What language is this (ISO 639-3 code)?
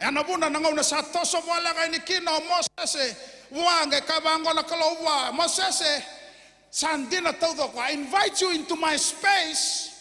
fij